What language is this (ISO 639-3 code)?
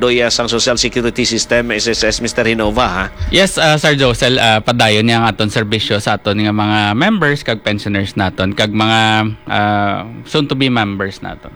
hil